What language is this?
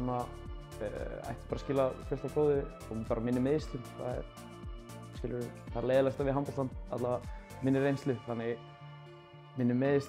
Icelandic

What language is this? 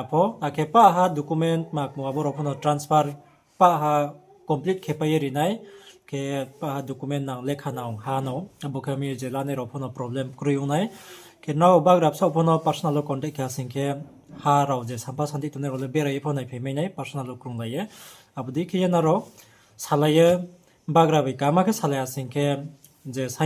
Riang (India)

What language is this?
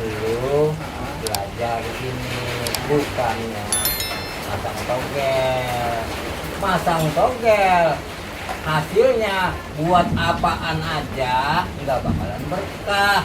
Betawi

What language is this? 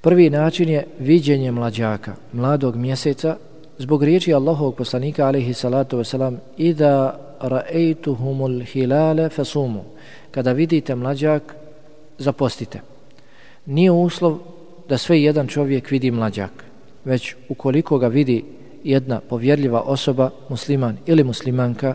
Bosnian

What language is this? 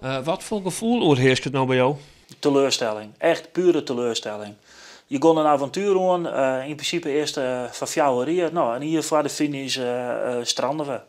Western Frisian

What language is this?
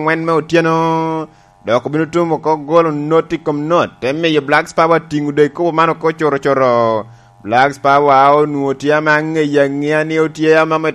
Lango (Uganda)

